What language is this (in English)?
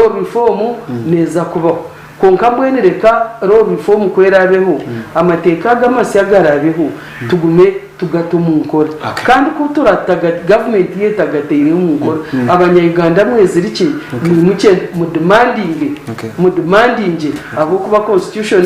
Nyankole